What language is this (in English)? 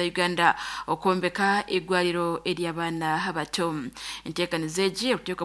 Nyankole